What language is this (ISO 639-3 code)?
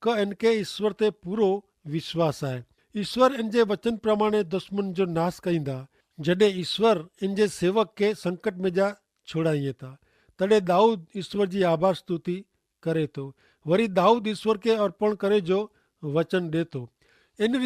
kfr